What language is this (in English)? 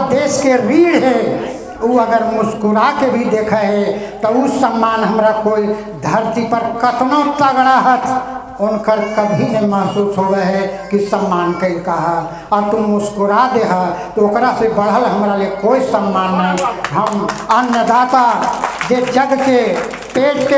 Magahi